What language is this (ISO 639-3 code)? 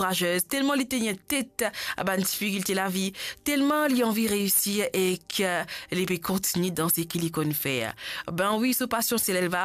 mfe